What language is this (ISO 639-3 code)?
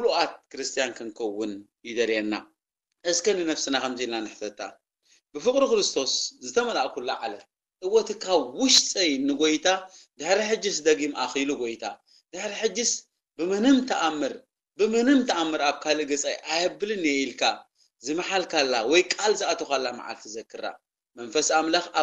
tir